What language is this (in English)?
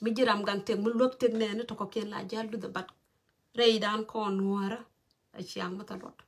Nuer